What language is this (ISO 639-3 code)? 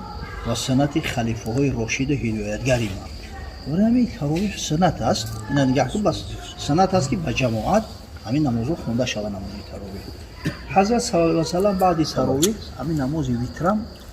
tgk